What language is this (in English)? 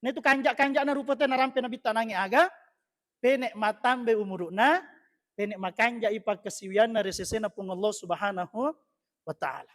Buginese